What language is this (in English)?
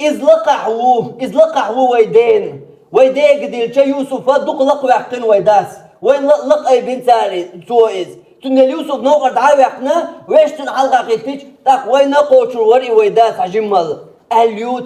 Chechen